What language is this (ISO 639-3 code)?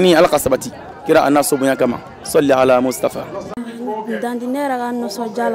bam